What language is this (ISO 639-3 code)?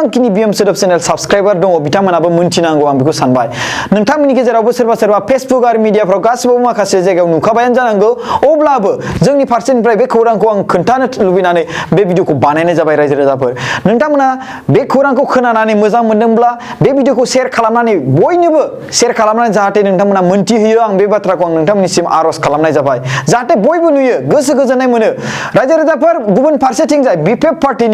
brx